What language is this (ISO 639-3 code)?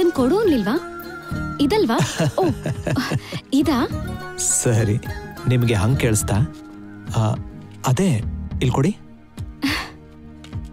kan